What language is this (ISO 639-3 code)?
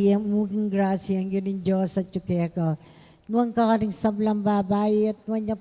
pam